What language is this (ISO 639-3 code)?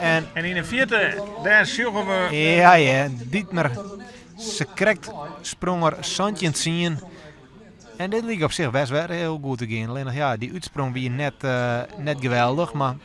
fry